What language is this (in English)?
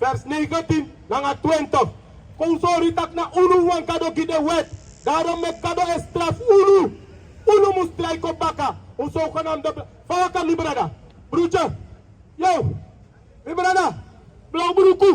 Sranan Tongo